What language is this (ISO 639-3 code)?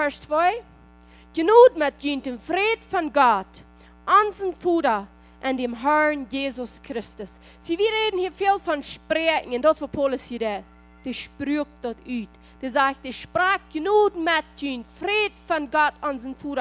pdt